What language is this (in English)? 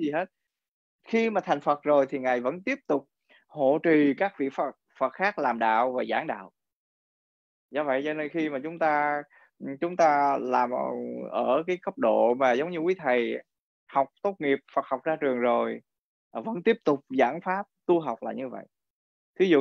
Vietnamese